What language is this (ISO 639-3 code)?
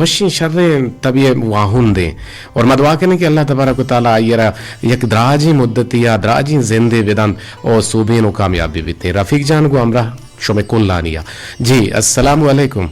bgp